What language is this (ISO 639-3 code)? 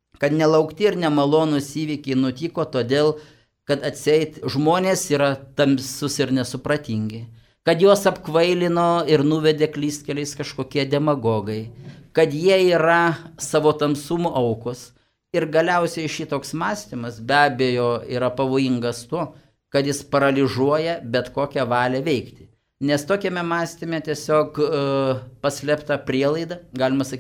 lit